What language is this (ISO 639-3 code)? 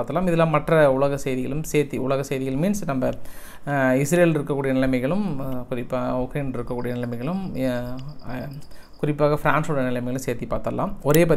tam